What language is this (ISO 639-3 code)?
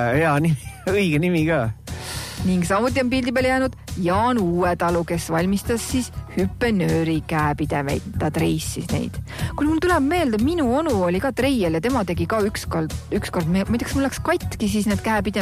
est